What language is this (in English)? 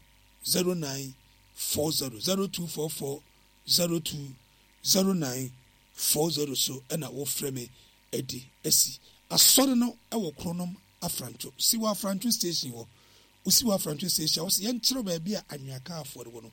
Akan